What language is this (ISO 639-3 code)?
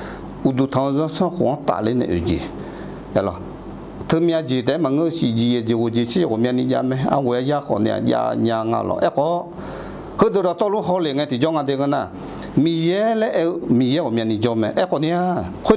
ahk